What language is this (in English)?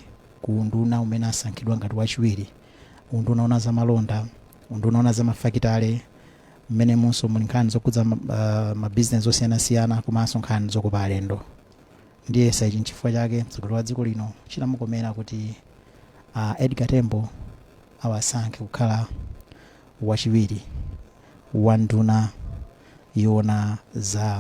Nyanja